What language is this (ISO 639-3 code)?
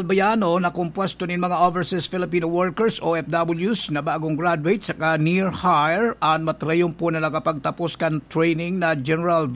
bik